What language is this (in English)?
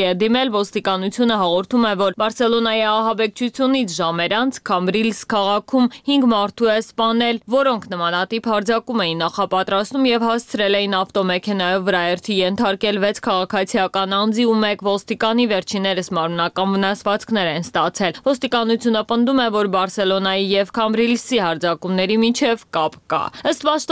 Armenian